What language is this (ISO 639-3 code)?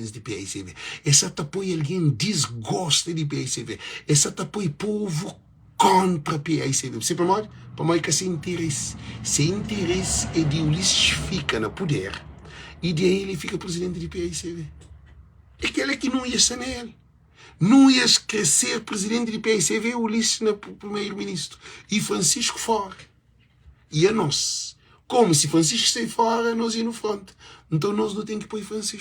kea